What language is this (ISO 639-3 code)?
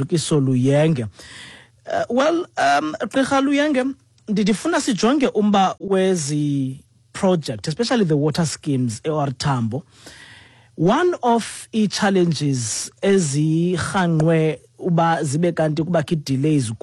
xho